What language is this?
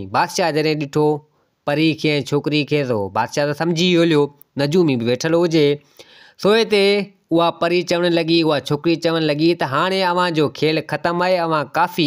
Sindhi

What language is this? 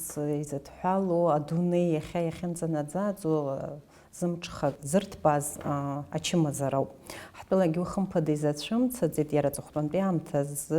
Abkhazian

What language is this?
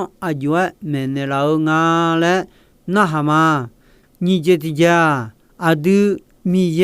Akha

